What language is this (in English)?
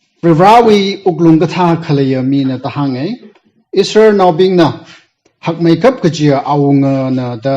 Tangkhul Naga (India)